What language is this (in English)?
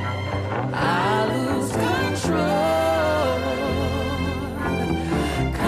French